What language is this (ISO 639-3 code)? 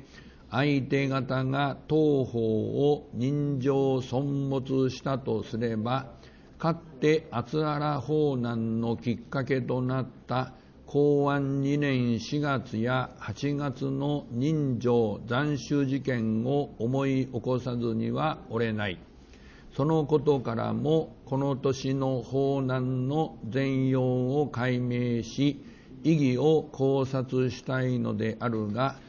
jpn